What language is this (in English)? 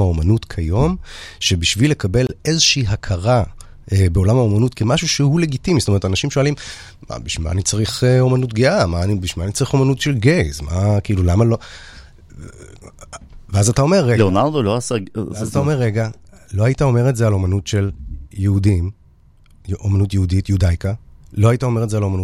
Hebrew